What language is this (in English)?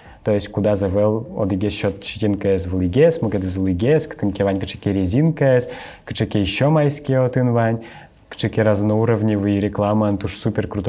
Udmurt